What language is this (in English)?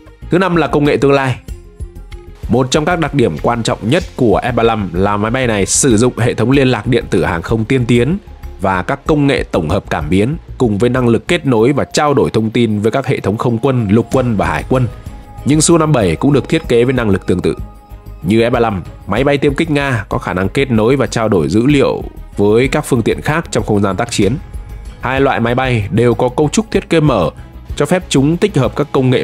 Vietnamese